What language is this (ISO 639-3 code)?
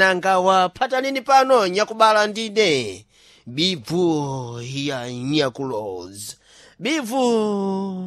seh